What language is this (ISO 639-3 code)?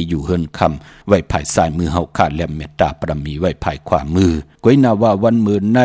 shn